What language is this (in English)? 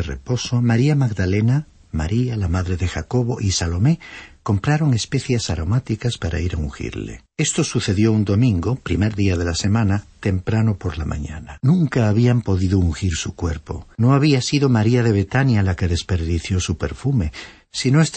Spanish